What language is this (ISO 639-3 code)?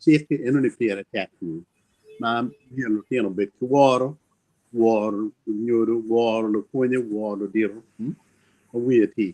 ach